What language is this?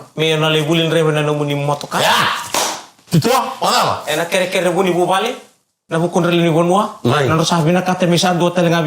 Fijian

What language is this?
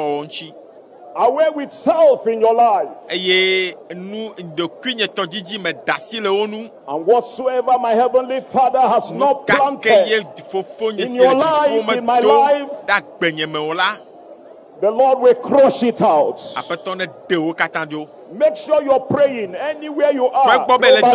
Ewe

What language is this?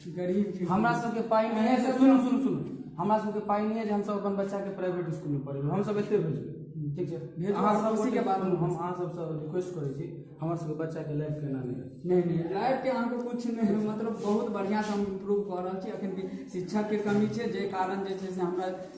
Maithili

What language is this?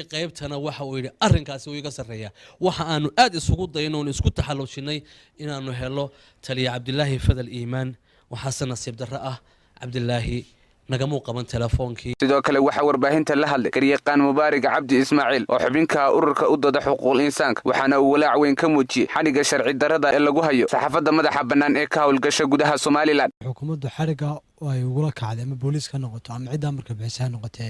Somali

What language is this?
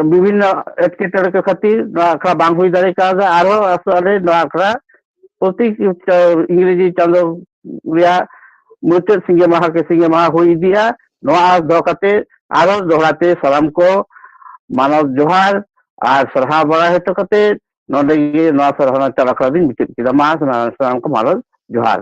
Santali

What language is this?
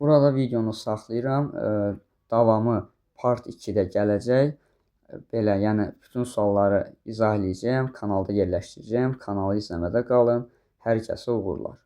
Azerbaijani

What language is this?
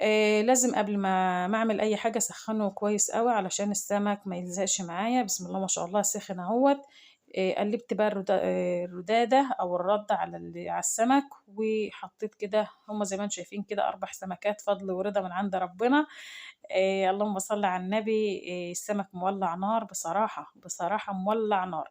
Egyptian Arabic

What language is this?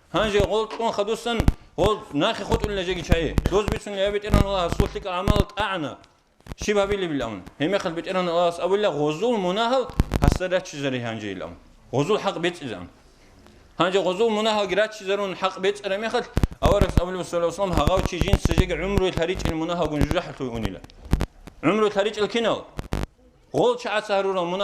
Avaric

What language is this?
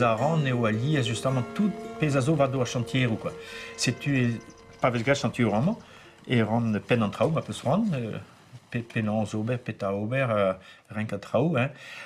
Breton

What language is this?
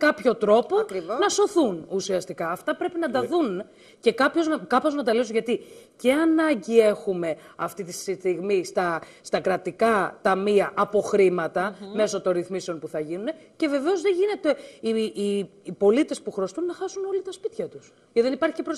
Greek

